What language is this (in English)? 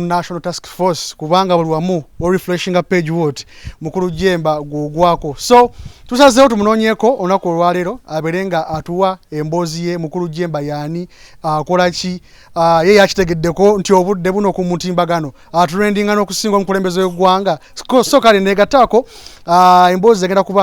Ganda